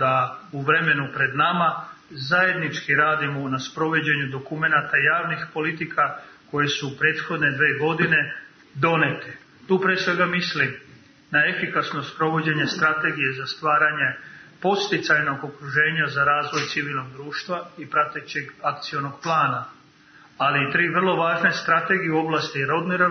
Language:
Serbian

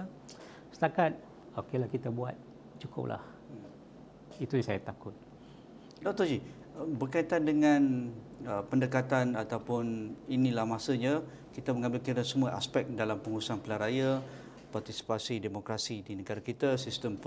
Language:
Malay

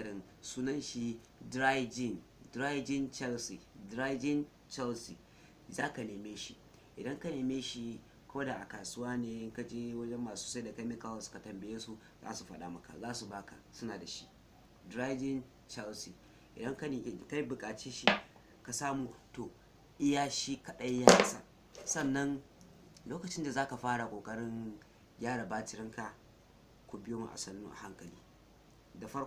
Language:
Hausa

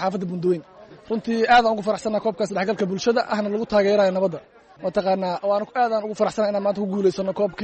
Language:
Somali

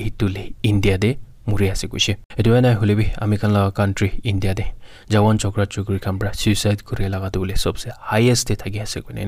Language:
Naga Pidgin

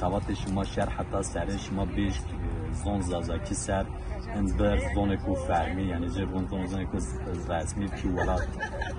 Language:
Zaza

